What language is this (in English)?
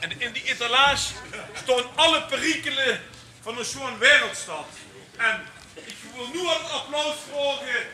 Limburgish